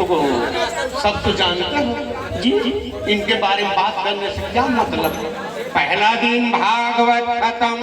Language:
Chhattisgarhi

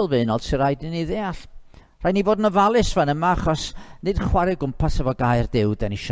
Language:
Welsh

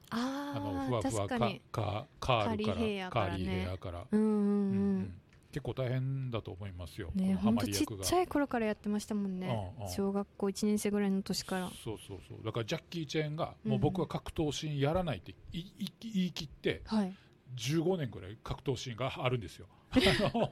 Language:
Japanese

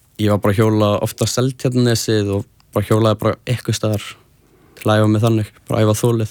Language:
Icelandic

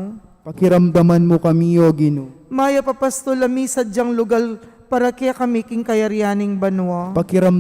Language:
Pampanga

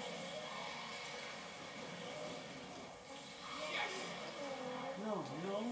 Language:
English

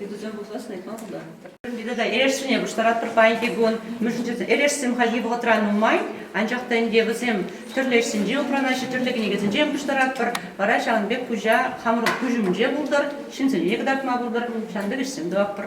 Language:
Chuvash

